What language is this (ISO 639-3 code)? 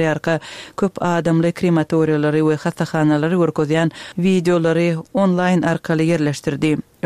tuk